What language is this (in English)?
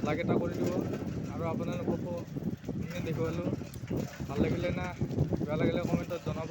Assamese